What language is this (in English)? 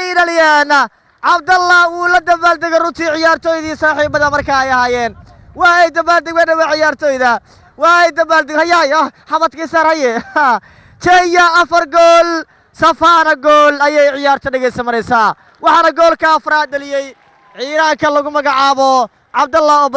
Somali